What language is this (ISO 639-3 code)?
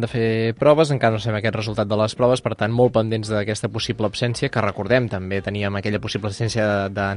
cat